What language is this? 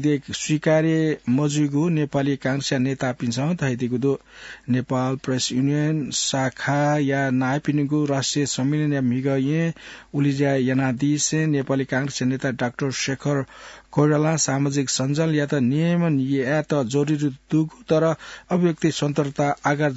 Newari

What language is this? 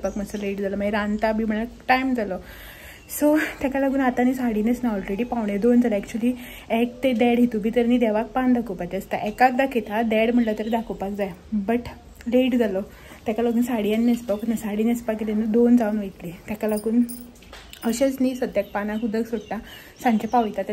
Konkani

